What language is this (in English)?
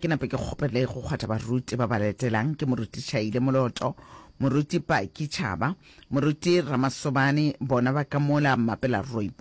Northern Sotho